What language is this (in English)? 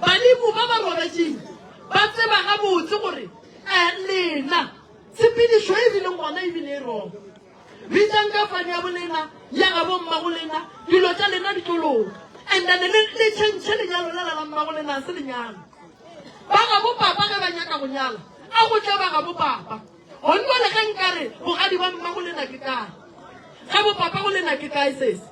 Northern Sotho